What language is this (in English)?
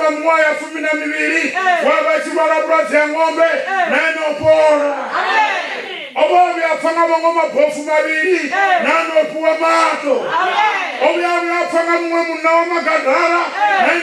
Venda